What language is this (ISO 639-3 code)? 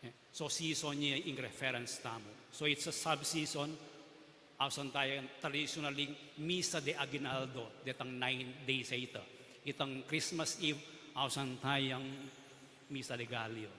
pam